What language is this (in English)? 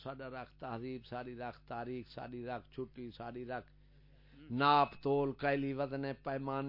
Saraiki